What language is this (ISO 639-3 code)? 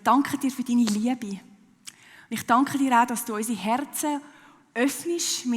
gsw